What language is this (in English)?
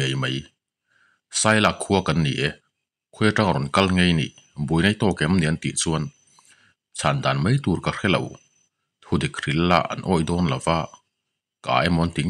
Mizo